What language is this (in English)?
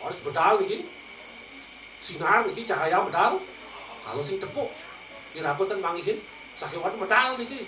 Balinese